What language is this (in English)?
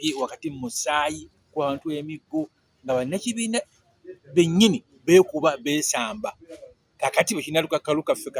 Ganda